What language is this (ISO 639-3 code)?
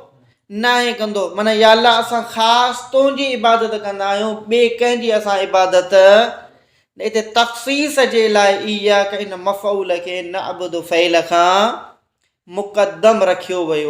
snd